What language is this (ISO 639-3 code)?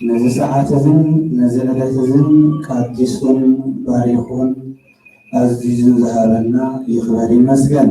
tir